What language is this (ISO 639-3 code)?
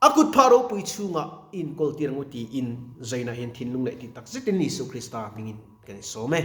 lus